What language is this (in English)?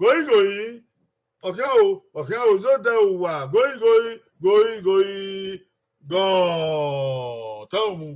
Bini